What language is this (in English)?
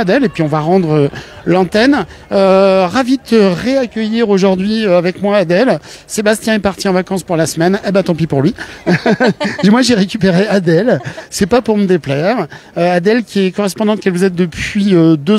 French